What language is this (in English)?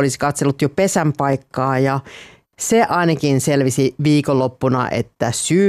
Finnish